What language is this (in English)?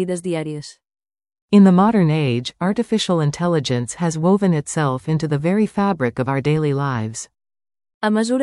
Catalan